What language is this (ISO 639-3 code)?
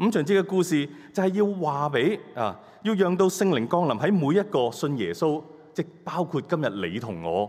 yue